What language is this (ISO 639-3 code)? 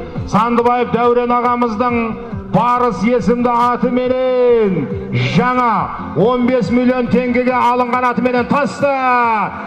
kaz